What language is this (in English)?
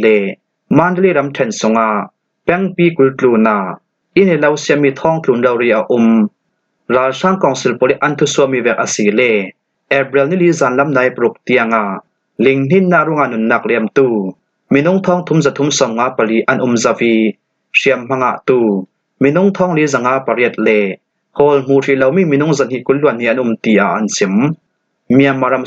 Hakha Chin